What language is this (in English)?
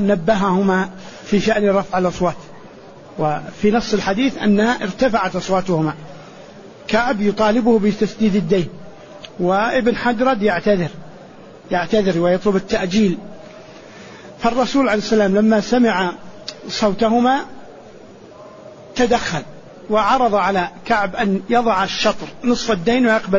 Arabic